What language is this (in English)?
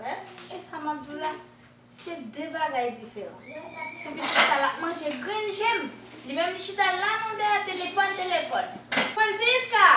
Haitian Creole